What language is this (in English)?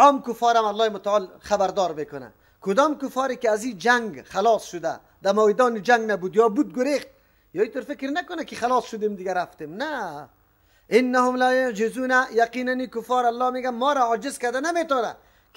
Persian